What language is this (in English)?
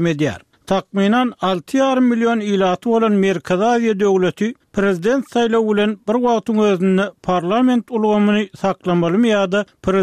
Turkmen